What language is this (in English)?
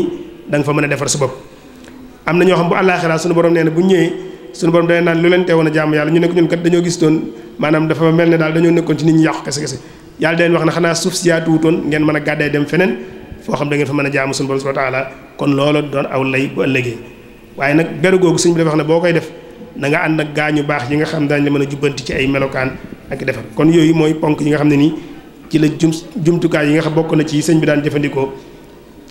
Wolof